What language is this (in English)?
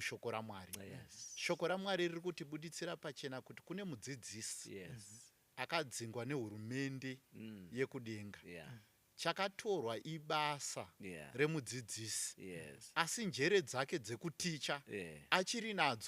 Shona